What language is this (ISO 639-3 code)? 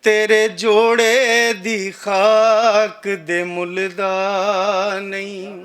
lah